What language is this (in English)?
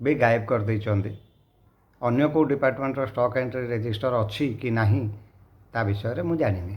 Odia